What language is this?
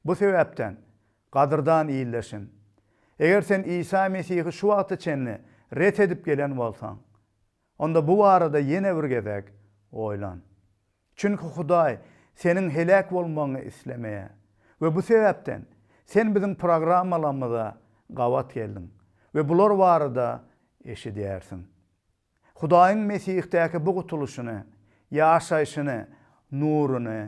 Turkmen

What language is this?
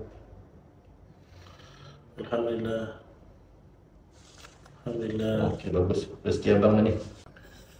Malay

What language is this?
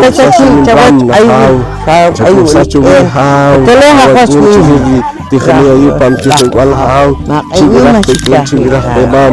Poqomchi'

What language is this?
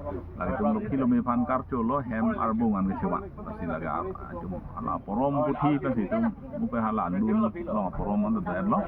Karbi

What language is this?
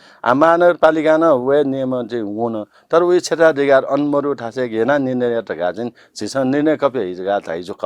Newari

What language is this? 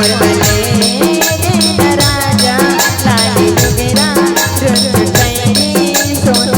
Chhattisgarhi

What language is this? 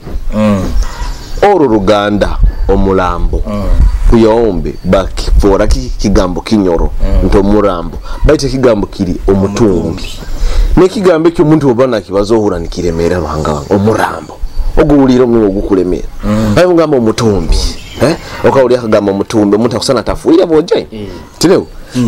Nyoro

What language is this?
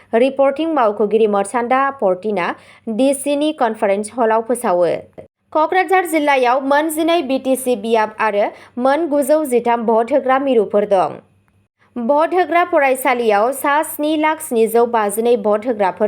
Bodo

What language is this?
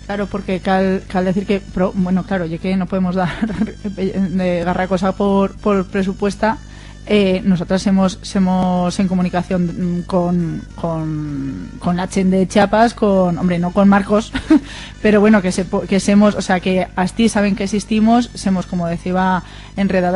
Aragonese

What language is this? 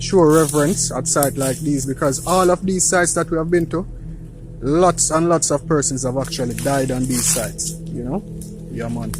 Jamaican Creole English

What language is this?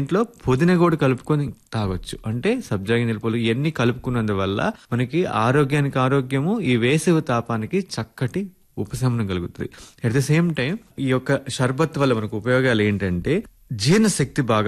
Telugu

